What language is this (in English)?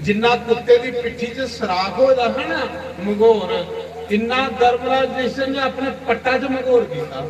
Dogri